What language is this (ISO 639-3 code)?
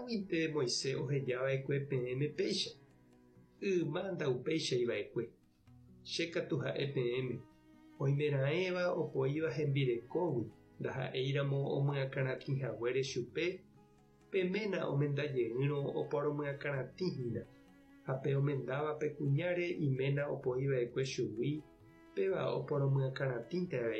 grn